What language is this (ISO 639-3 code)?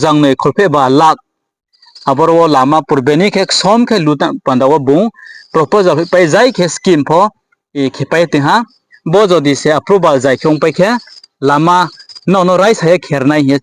ria